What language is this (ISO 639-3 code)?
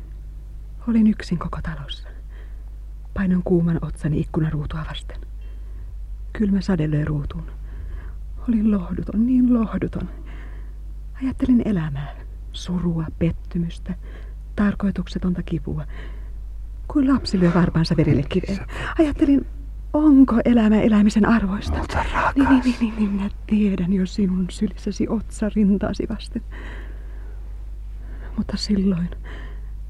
fin